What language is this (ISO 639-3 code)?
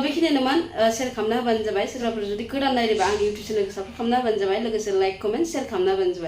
brx